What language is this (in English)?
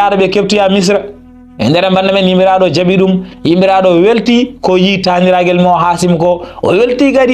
Fula